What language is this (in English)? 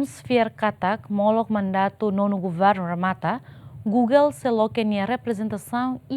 Tetum